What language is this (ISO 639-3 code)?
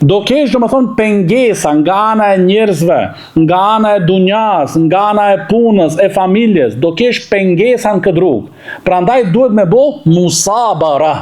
sqi